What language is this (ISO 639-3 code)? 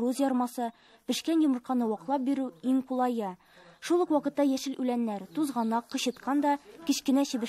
tat